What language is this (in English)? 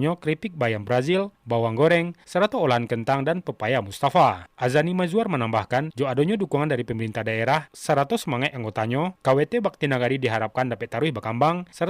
Minangkabau